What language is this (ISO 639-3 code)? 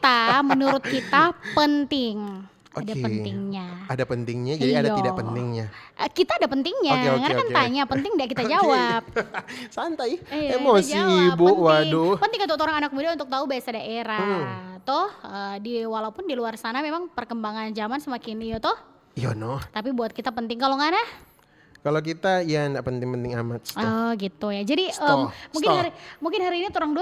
xmm